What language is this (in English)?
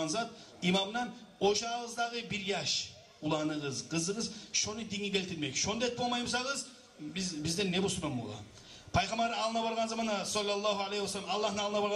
Kumyk